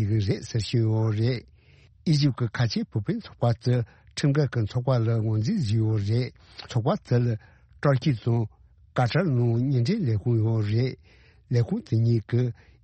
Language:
Tibetan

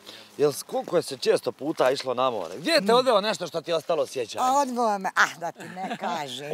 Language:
Bosnian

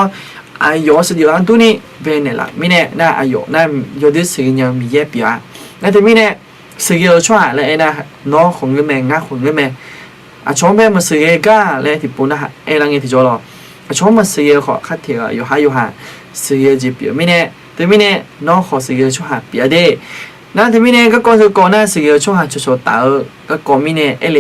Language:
Akha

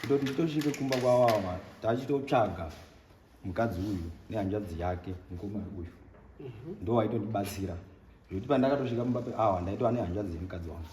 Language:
Shona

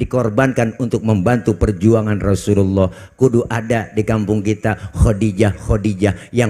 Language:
Betawi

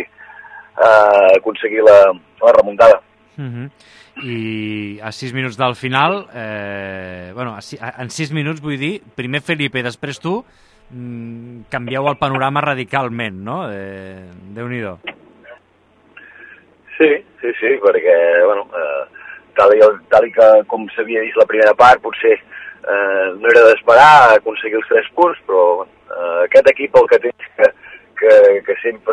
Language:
Catalan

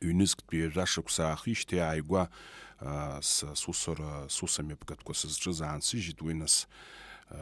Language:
Abkhazian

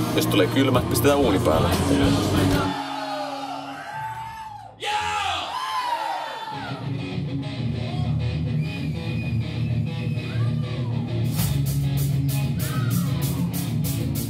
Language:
Finnish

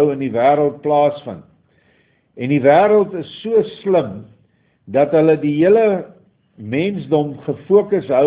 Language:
Afrikaans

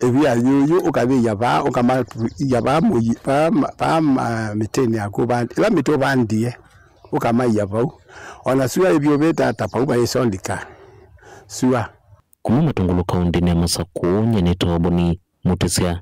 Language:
Kamba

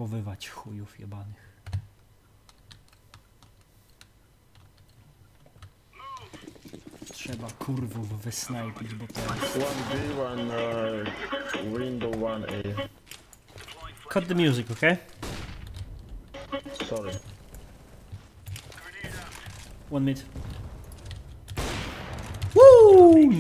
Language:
Polish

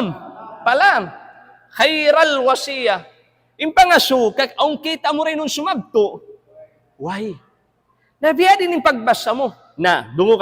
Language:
Tausug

